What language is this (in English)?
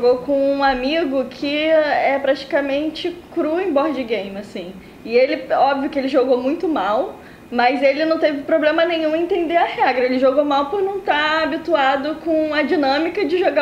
Portuguese